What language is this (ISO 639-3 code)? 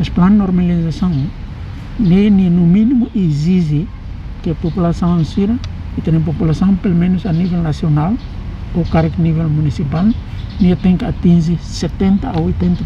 tet